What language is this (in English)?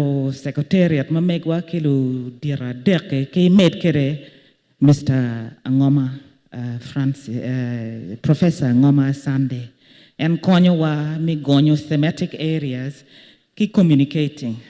Acoli